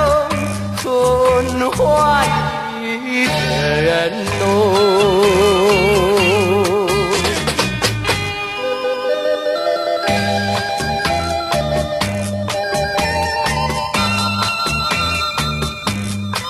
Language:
Chinese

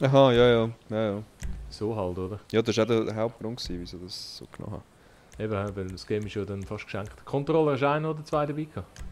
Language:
Swiss German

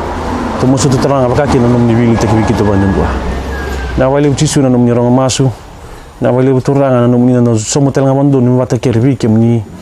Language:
Fijian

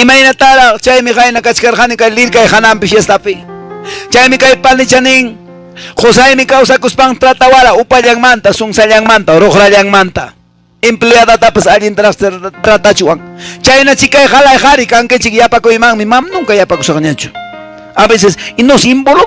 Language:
Quechua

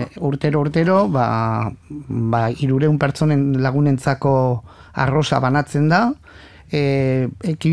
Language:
Basque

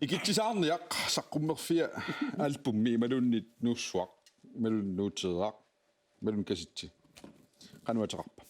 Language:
Kalaallisut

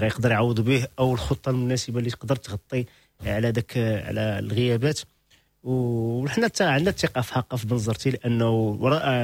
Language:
Moroccan Arabic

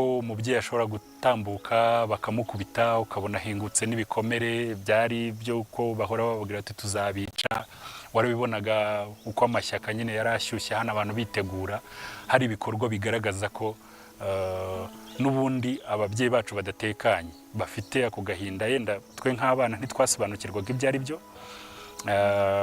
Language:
Kinyarwanda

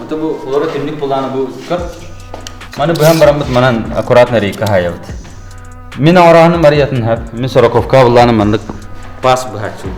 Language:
Yakut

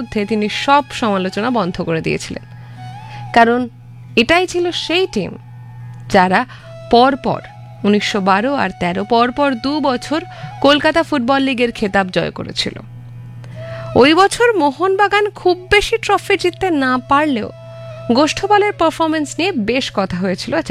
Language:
Bangla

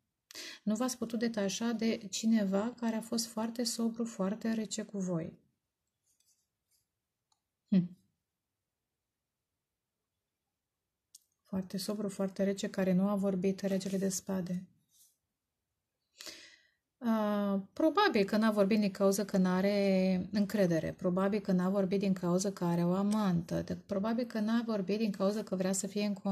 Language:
Romanian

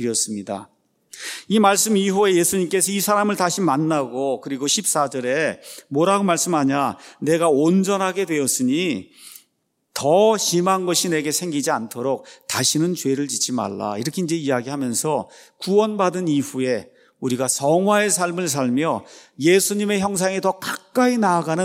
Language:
Korean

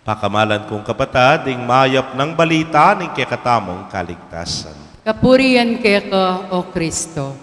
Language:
Pampanga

